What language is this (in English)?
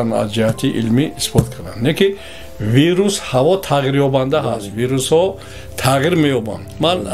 Tajik